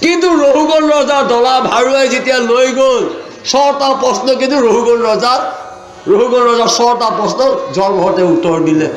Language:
Assamese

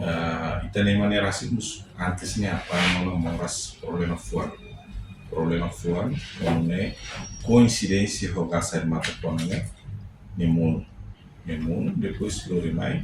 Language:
Tetum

